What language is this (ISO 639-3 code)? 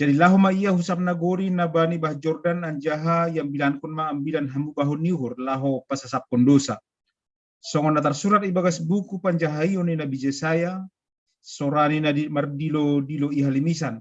bts